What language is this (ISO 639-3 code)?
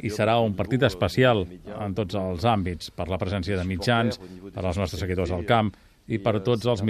cat